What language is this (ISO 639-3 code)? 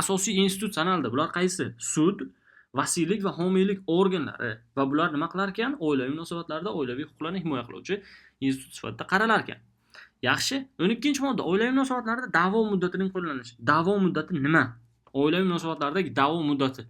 uzb